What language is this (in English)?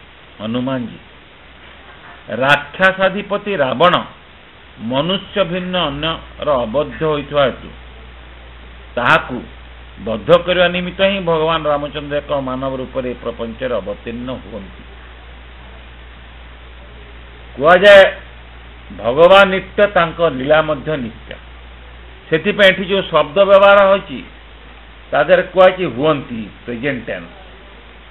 Odia